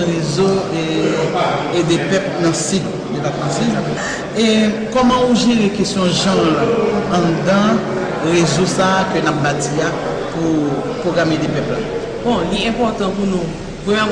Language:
Haitian Creole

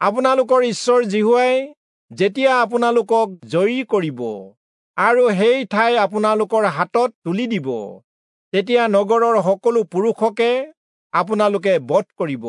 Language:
Assamese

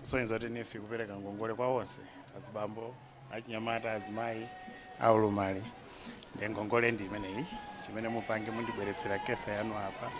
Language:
Nyanja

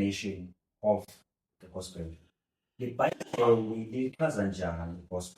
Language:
Zulu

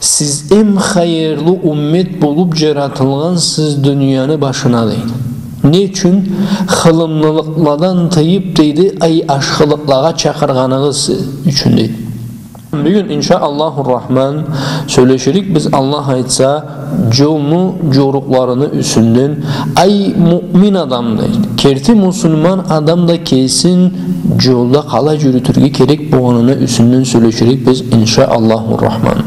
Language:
Karachay-Balkar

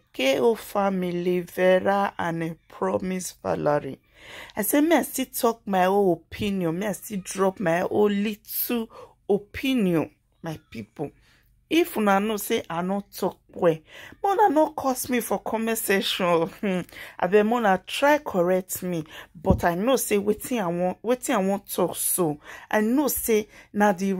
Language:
Nigerian Pidgin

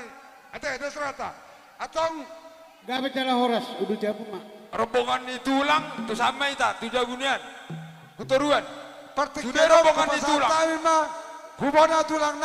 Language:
Batak Toba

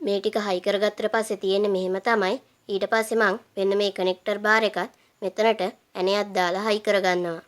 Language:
Sinhala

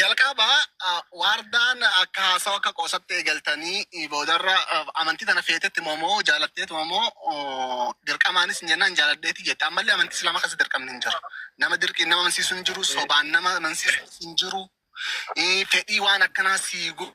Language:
Oromo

